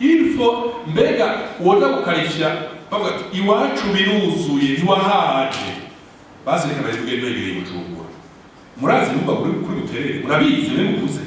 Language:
Rundi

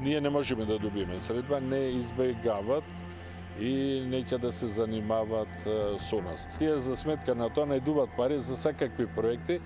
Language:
Macedonian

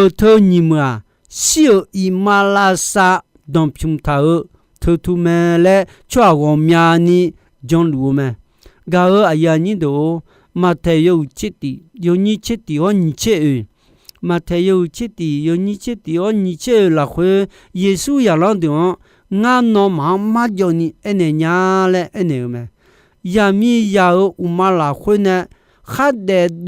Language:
Akha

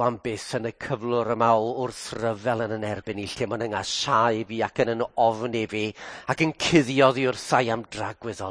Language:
Welsh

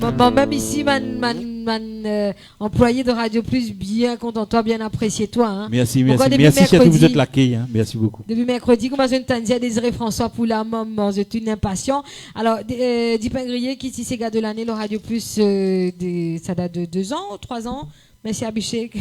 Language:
Morisyen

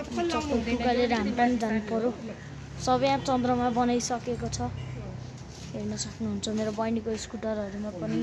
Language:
Nepali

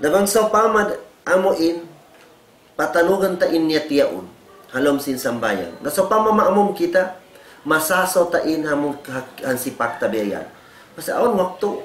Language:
Tausug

